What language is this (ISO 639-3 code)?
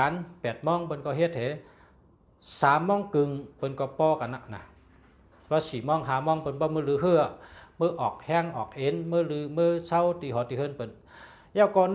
shn